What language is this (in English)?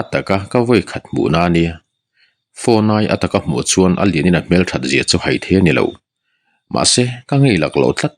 Mizo